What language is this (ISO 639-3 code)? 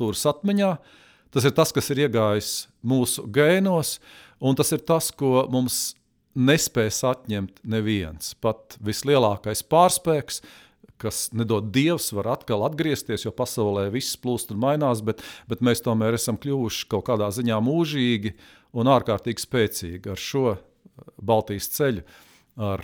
lav